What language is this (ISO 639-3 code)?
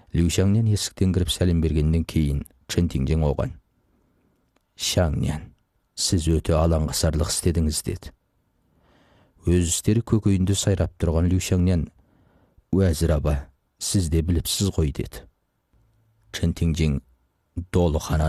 kaz